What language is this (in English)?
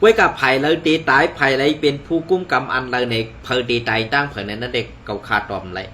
Shan